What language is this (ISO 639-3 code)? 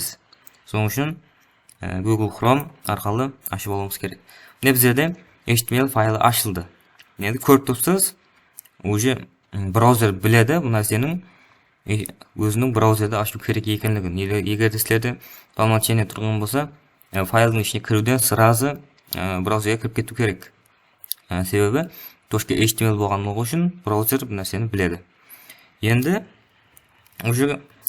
kaa